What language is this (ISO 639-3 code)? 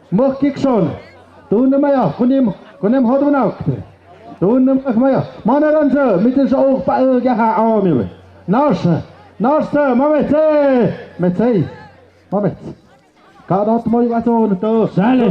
mxp